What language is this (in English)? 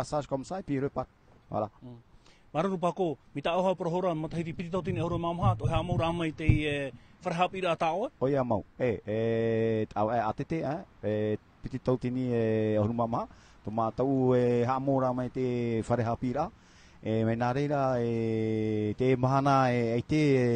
Tahitian